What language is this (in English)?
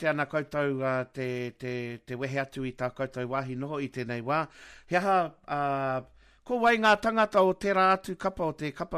Māori